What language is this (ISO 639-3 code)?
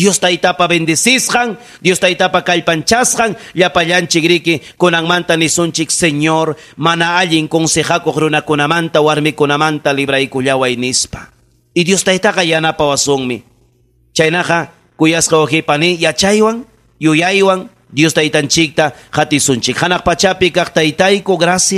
quy